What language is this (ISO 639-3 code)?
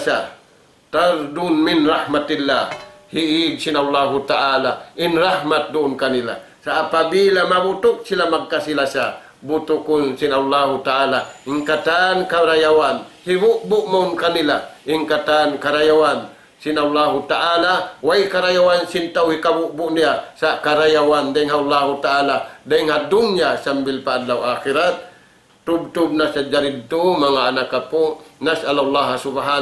tsg